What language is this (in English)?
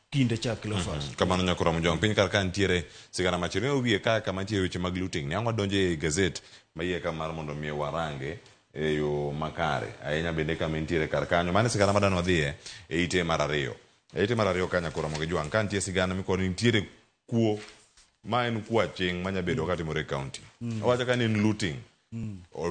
Luo (Kenya and Tanzania)